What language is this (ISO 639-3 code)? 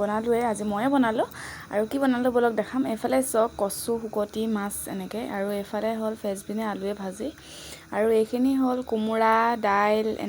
asm